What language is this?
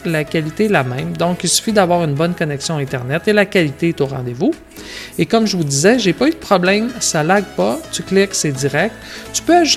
French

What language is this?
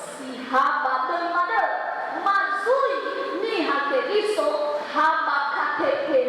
Nias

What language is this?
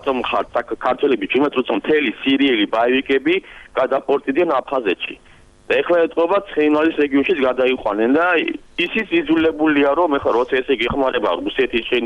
Georgian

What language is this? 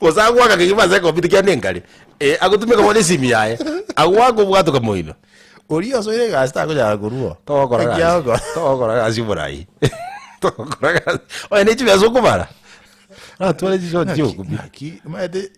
Gusii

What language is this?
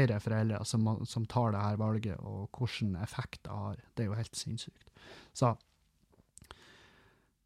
Norwegian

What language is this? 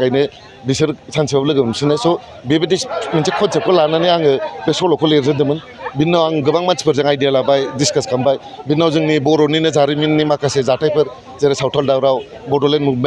Bodo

